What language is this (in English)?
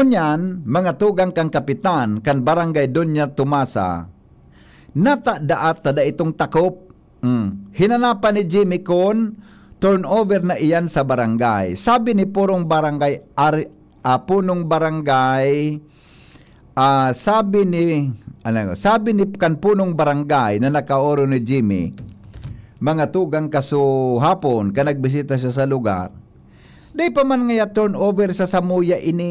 Bikol